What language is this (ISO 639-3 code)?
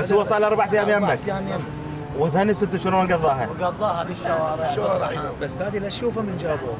acm